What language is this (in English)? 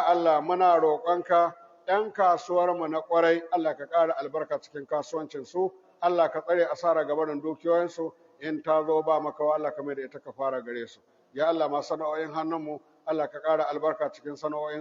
Hausa